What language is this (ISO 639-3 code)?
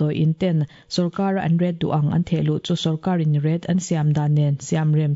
lus